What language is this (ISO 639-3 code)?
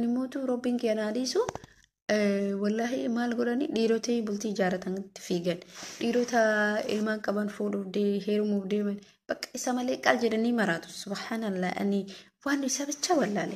orm